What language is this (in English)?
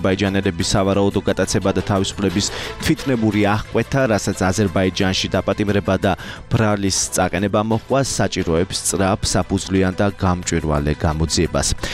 Georgian